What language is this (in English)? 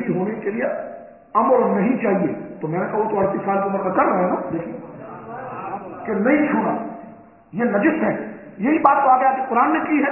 Urdu